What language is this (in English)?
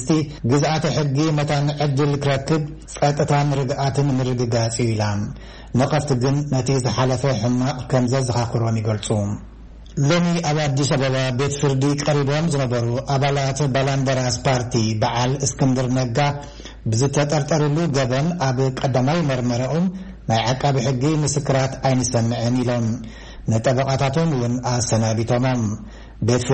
Tigrinya